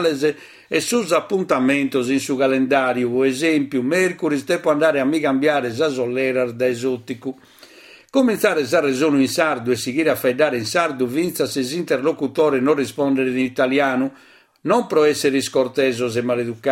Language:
Sardinian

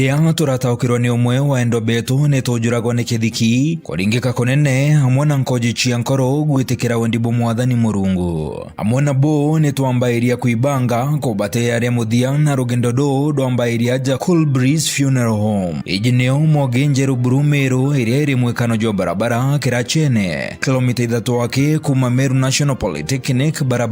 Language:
Meru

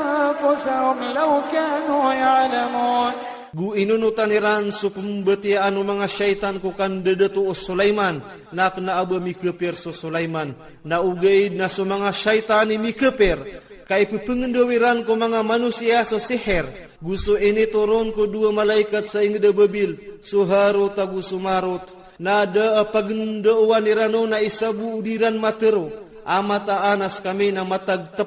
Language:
Iranun (Philippines)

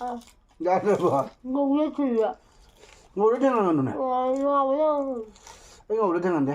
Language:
Manipuri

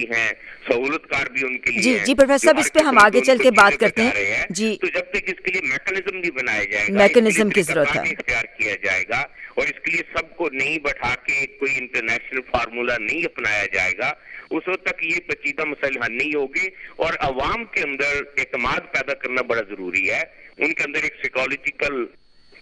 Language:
Urdu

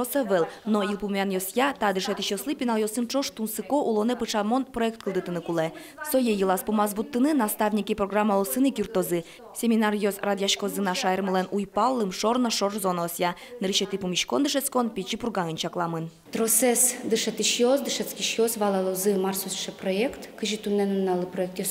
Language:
Udmurt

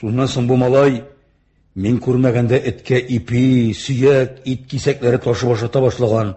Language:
Tatar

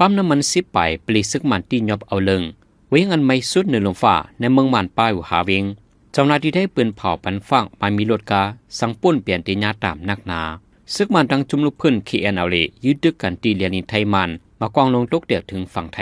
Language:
Shan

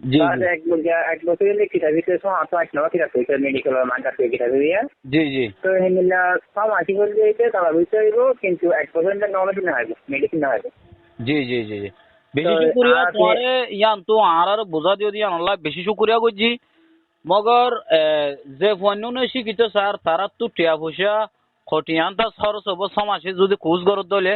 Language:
Rohingya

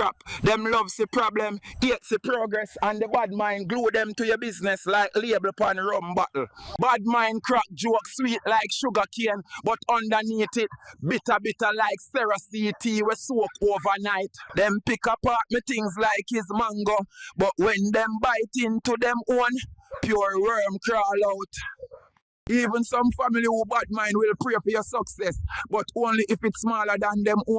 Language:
Jamaican Creole English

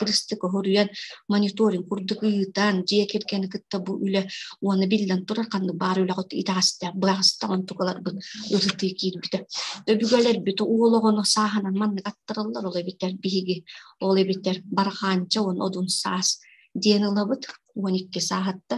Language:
Yakut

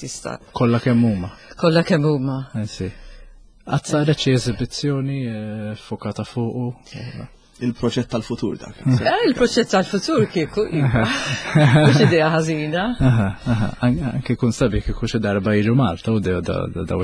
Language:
Maltese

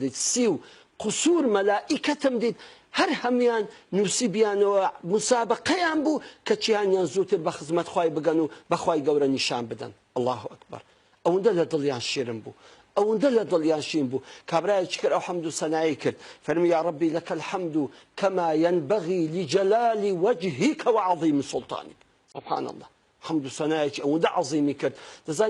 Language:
Central Kurdish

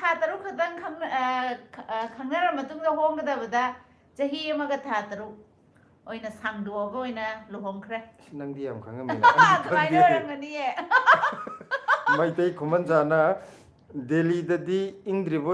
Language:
Manipuri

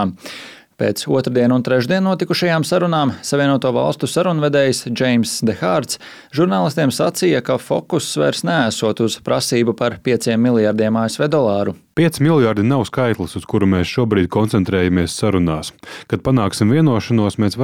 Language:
Latvian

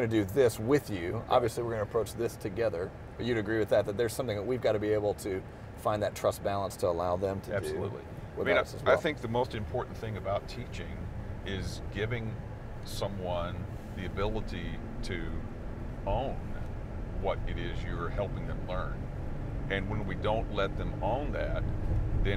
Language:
English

